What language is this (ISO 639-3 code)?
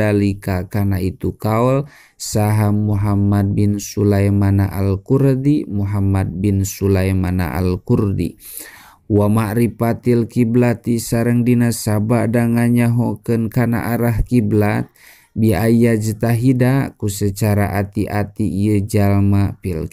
sun